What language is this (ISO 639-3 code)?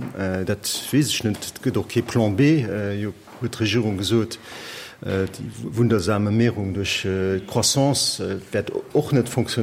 ltz